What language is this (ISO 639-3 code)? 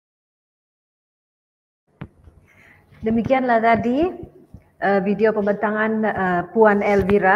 msa